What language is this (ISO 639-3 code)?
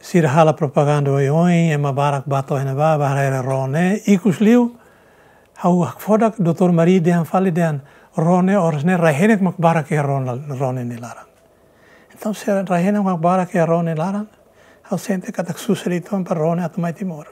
tet